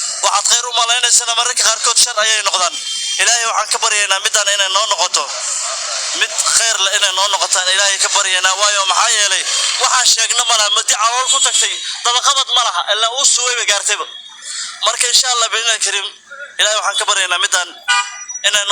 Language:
Somali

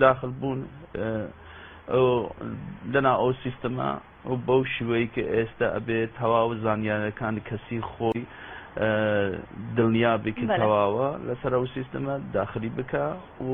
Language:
Central Kurdish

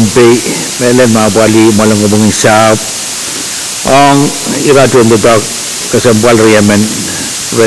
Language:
Pohnpeian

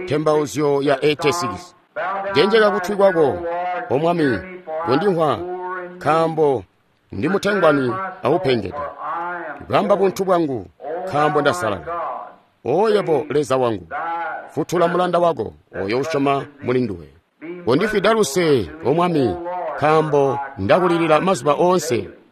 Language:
Tonga (Zambia)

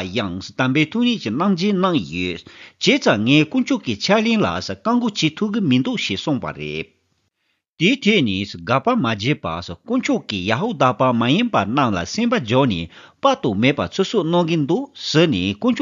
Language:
Tibetan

